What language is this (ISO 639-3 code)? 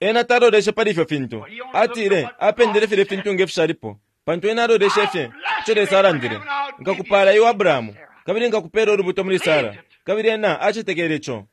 bem